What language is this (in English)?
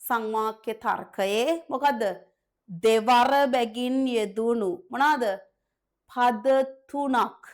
Sinhala